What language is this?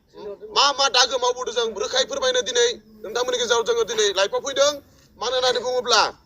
Bodo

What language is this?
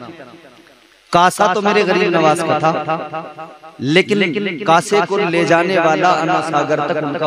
Hindi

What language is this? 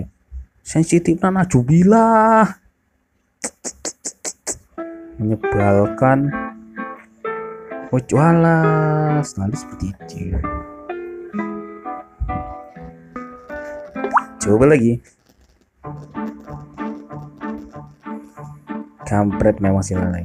Indonesian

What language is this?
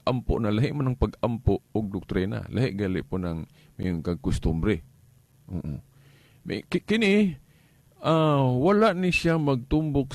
Cebuano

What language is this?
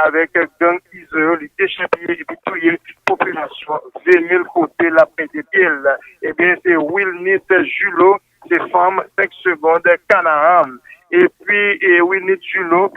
Haitian Creole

